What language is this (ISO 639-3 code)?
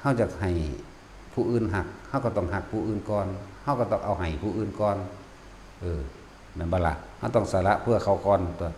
tts